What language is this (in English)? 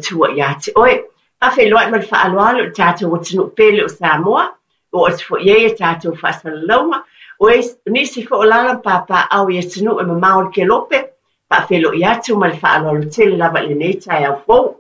Samoan